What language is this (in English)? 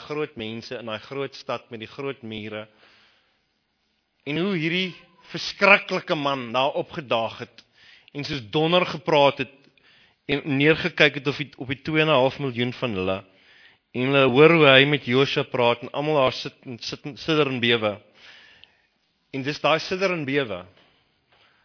Afrikaans